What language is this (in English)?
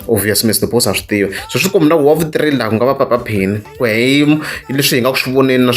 Tsonga